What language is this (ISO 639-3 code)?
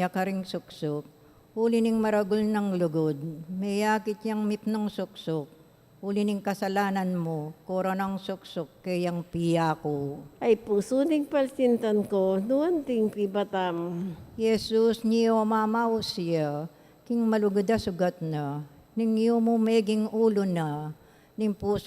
pam